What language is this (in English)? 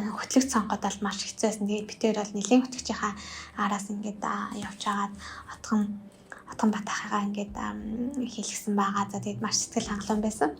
Mongolian